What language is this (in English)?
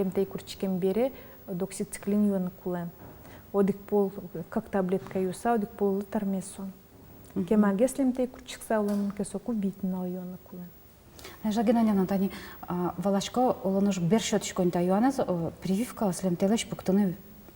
Udmurt